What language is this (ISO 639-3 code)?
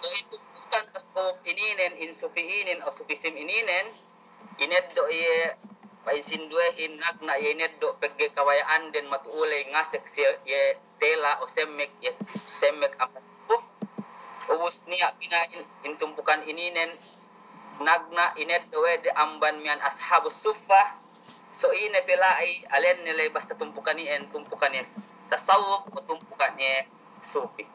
yka